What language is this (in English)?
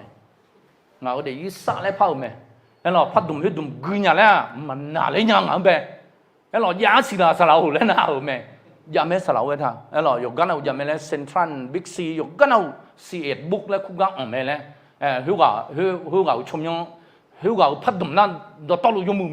Akha